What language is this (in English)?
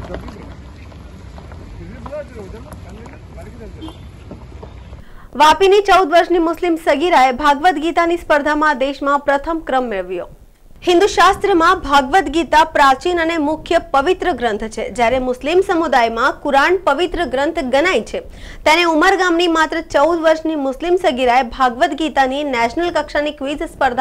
Gujarati